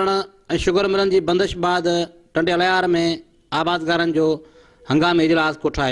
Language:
Sindhi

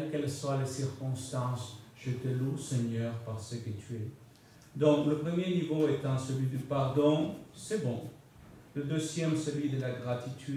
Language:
French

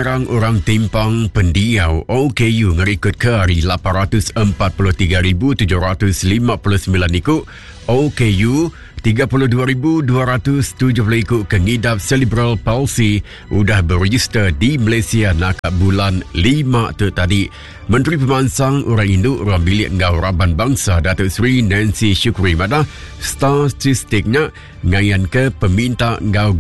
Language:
Iban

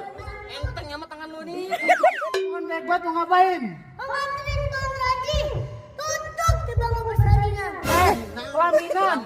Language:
Betawi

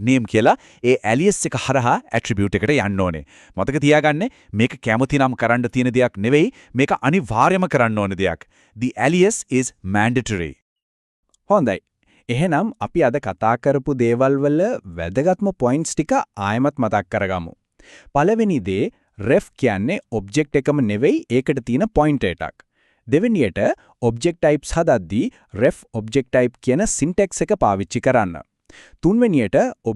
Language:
Sinhala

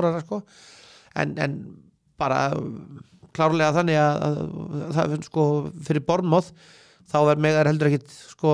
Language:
Icelandic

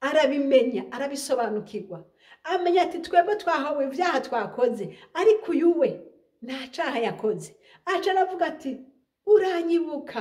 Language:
Rundi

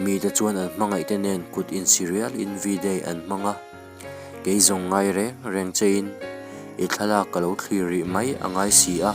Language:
Mizo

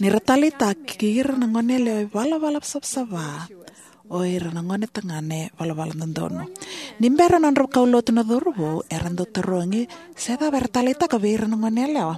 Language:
Fijian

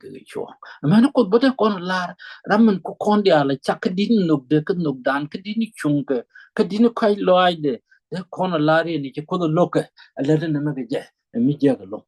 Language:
Nuer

